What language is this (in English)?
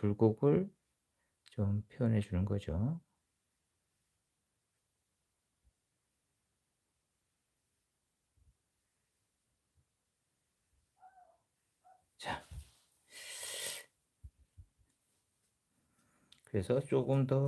Korean